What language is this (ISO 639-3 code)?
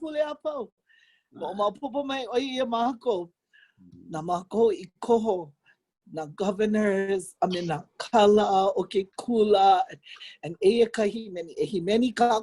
haw